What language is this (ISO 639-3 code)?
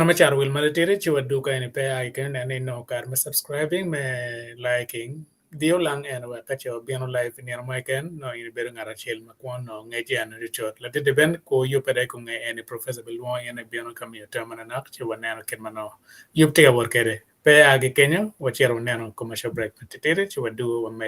ach